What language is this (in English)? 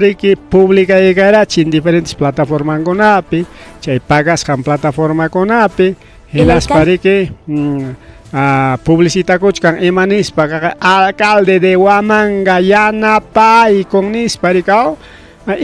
Ayacucho Quechua